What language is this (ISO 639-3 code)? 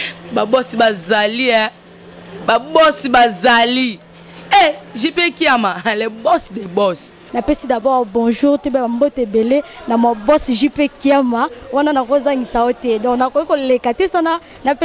lin